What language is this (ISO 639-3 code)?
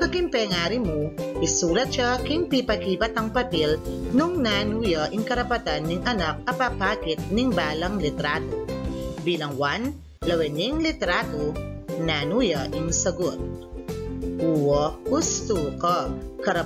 pam